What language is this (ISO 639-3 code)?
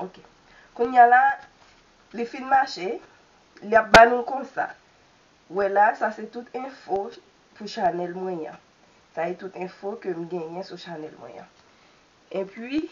hat